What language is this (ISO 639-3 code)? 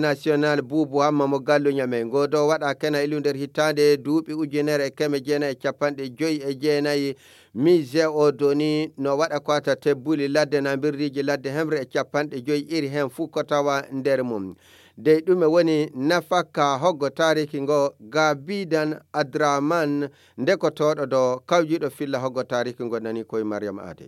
fuv